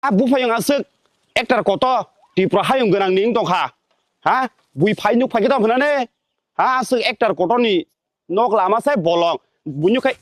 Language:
Kok Borok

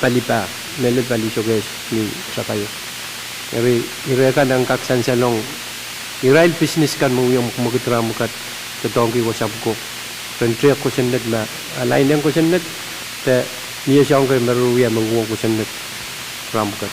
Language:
Pohnpeian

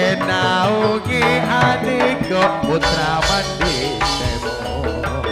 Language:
Madurese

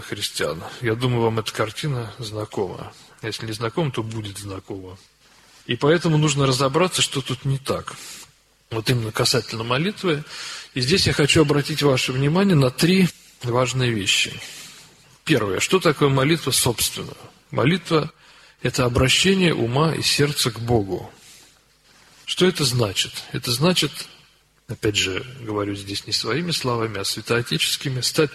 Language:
Russian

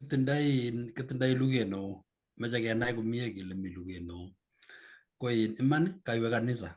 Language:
Kalenjin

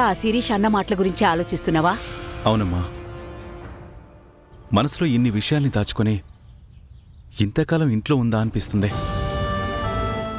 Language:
Telugu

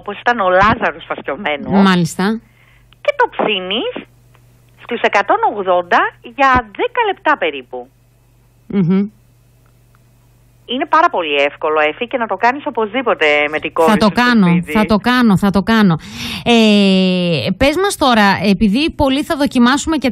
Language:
Greek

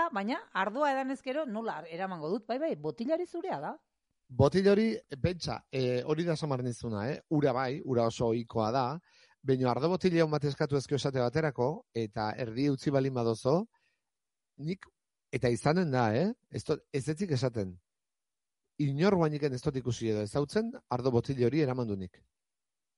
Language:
Basque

